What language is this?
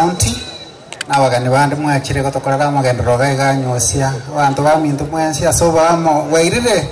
Gusii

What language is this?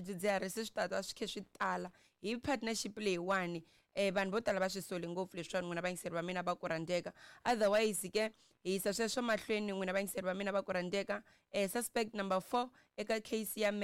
Tsonga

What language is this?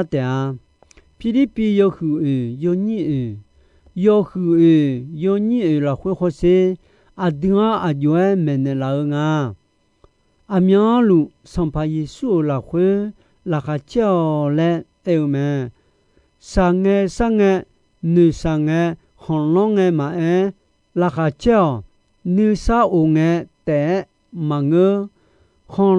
Akha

